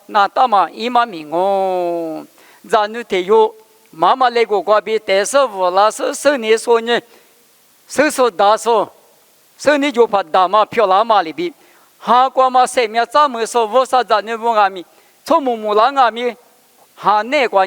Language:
Lisu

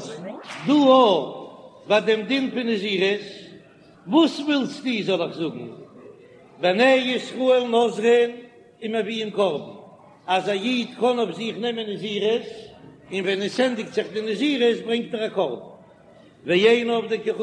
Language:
Yiddish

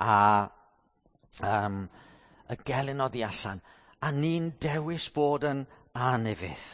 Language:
Welsh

